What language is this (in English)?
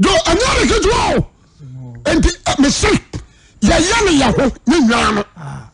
Akan